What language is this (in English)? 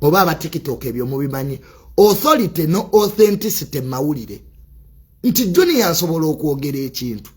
Ganda